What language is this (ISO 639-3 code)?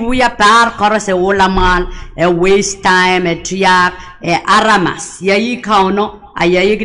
pon